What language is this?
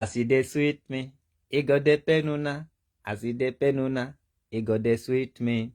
Nigerian Pidgin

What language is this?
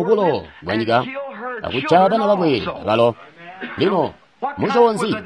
Tonga (Zambia)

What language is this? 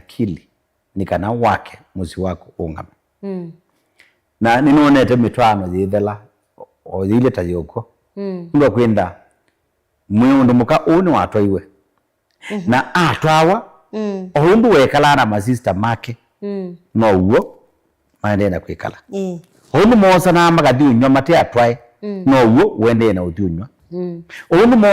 Kamba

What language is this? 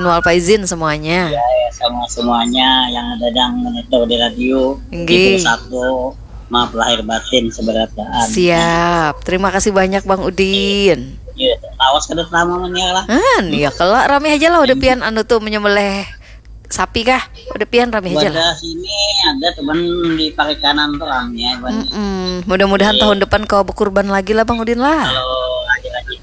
Banjar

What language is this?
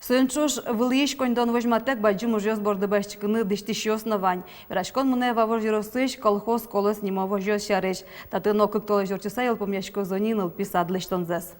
Udmurt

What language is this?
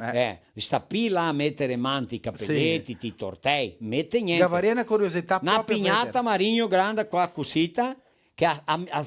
Venetian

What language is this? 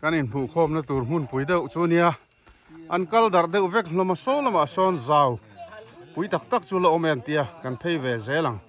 Mizo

